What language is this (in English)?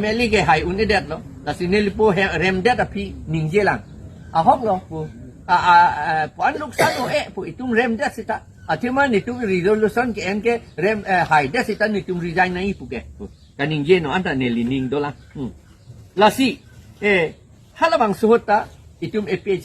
Karbi